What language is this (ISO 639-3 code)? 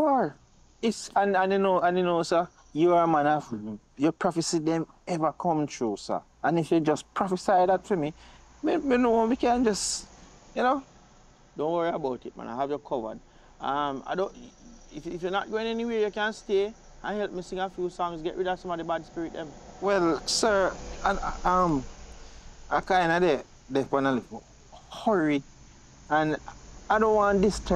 jam